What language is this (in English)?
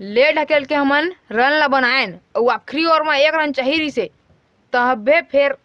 Chhattisgarhi